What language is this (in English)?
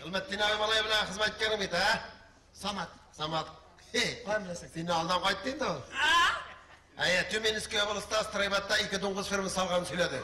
Tatar